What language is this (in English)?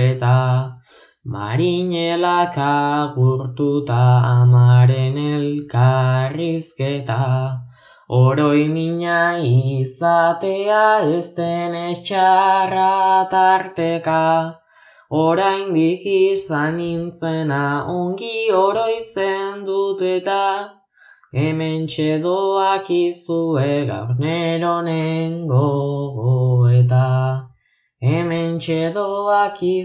Basque